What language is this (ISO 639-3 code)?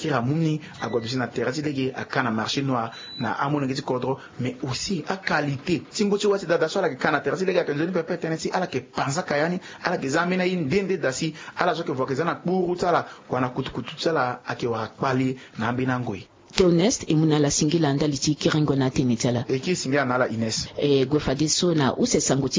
sag